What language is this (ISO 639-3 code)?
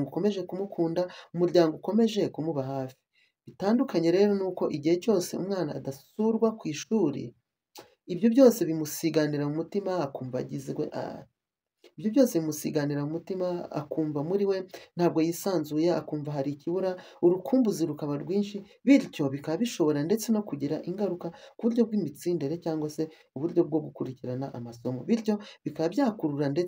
kin